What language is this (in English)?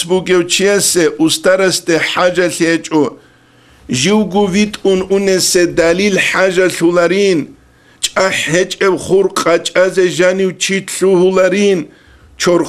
Avaric